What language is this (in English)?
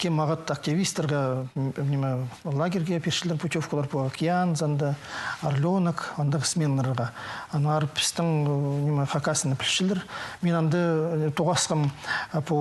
Khakas